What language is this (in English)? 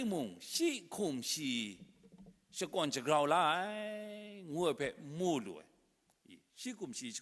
Kachin